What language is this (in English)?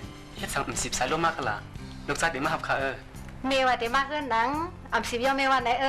Shan